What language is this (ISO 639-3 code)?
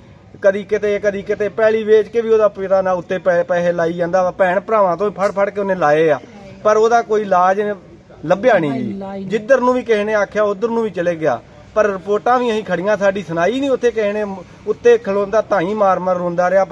pan